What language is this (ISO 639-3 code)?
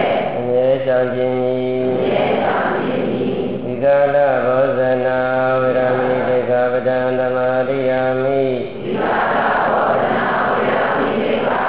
mya